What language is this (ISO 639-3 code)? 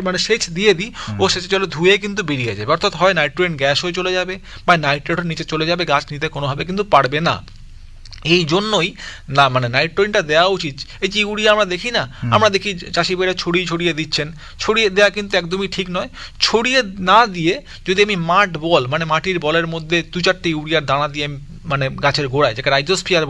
ben